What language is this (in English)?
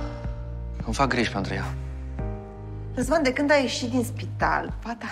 Romanian